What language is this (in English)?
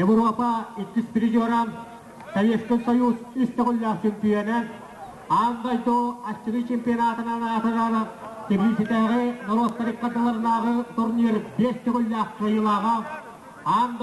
Yakut